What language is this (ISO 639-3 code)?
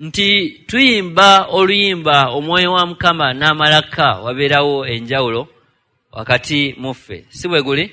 lug